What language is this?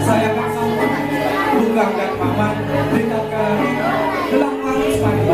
Balinese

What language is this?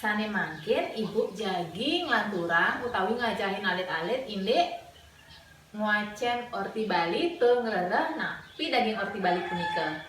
Balinese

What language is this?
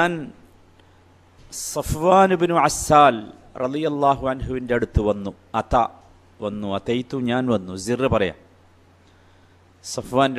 Malayalam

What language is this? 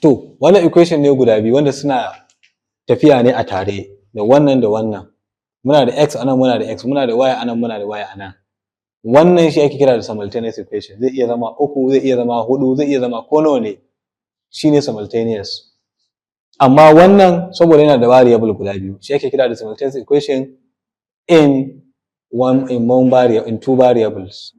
Hausa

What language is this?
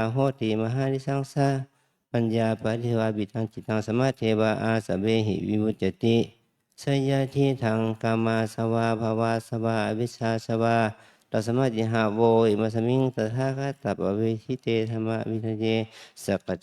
Pali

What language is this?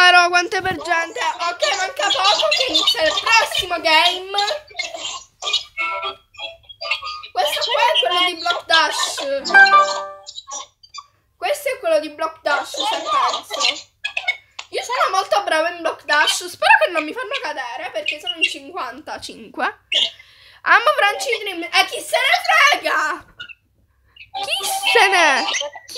Italian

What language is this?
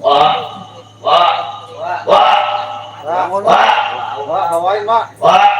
Betawi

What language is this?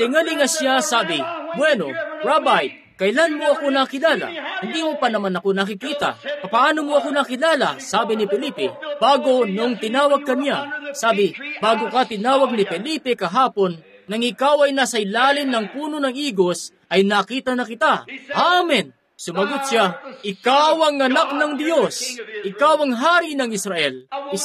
Filipino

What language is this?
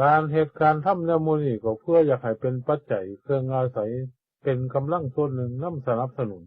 Northeastern Thai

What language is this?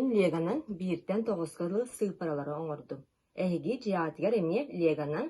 Yakut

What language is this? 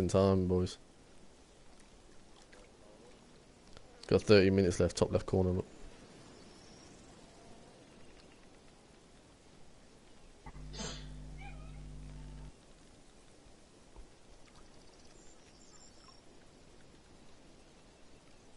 English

